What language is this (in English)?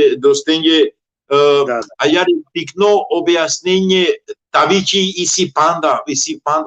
Balkan Romani